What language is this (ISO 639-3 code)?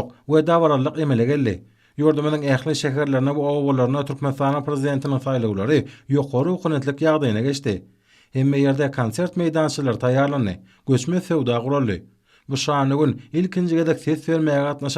tuk